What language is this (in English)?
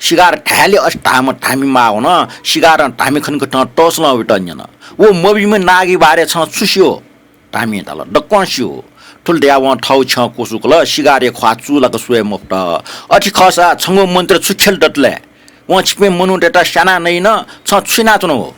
Newari